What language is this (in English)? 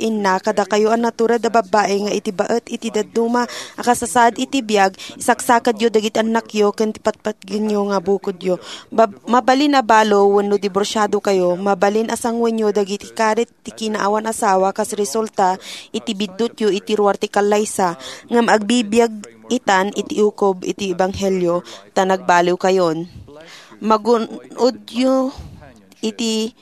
Iloko